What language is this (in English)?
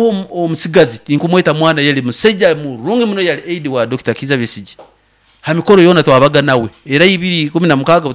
Nyoro